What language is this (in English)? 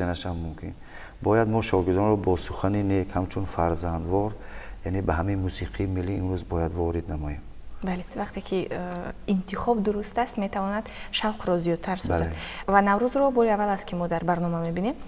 Tajik